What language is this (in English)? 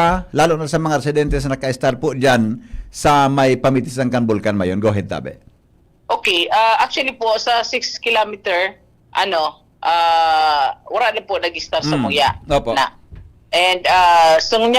Bikol